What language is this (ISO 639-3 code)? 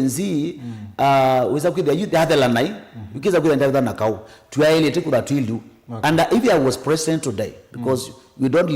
kam